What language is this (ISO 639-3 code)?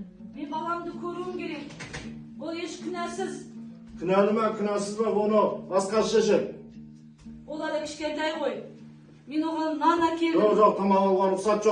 kaz